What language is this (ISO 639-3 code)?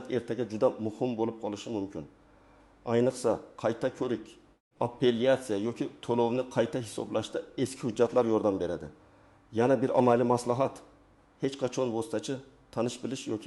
uzb